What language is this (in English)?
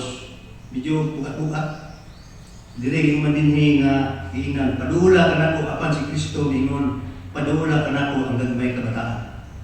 Cebuano